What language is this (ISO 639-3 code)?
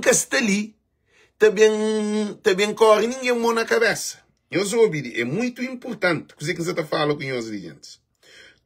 kea